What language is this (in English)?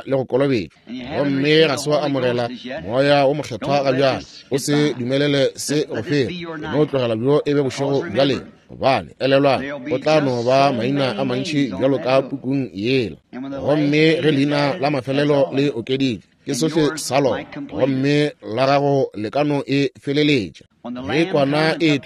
Northern Sotho